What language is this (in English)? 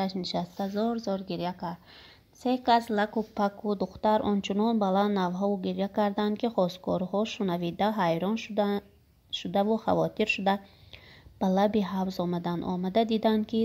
Tajik